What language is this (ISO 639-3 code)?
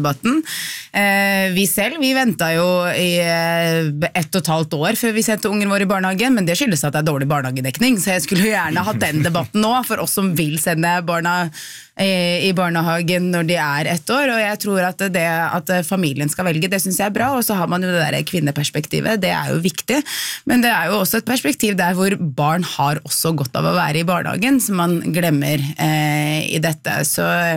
nor